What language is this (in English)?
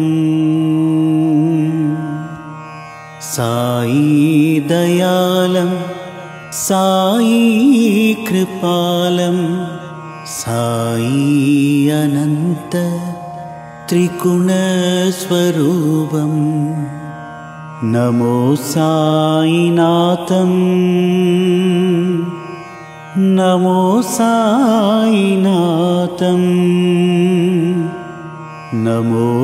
Tamil